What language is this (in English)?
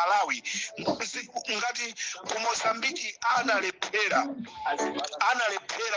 Nyanja